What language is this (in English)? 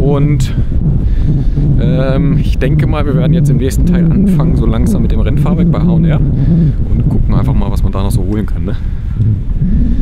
German